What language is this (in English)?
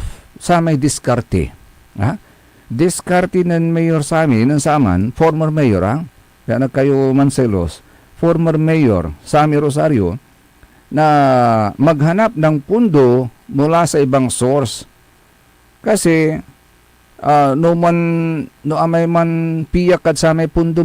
Pangasinan